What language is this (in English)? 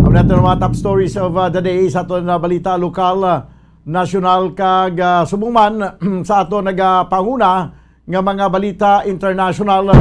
Hiligaynon